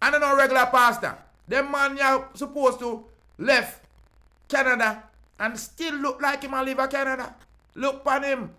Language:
Jamaican Creole English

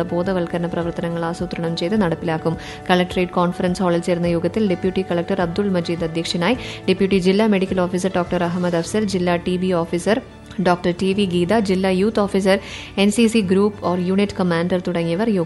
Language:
Malayalam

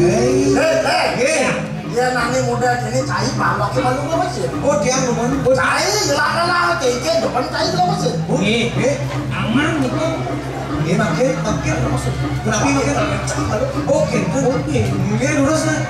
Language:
Balinese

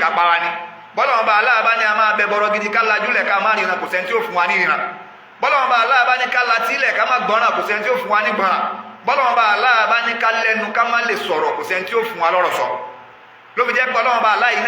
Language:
Yoruba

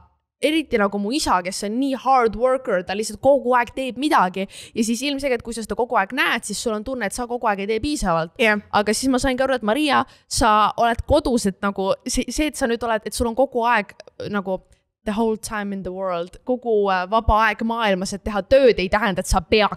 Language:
Estonian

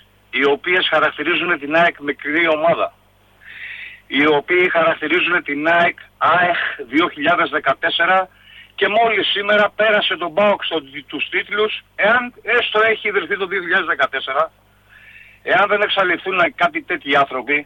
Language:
Greek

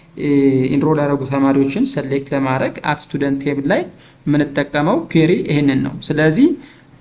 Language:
Amharic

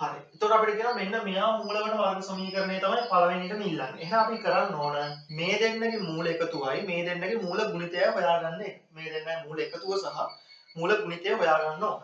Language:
Sinhala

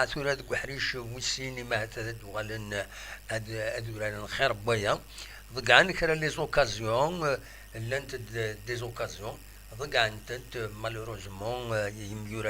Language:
Kabyle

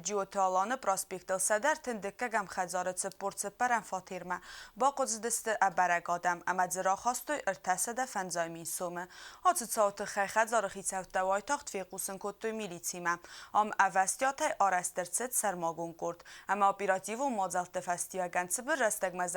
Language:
Ossetic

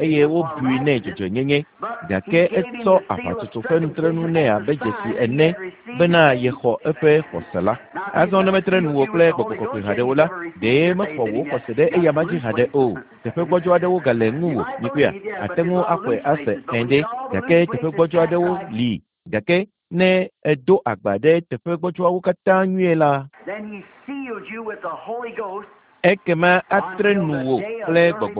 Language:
Ewe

